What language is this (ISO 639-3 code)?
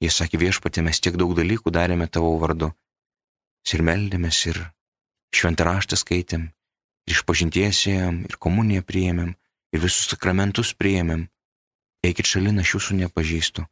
lit